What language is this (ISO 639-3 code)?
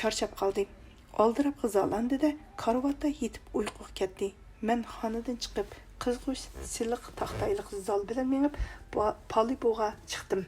uig